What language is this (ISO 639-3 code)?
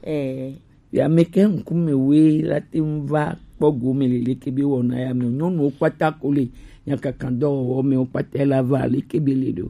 gej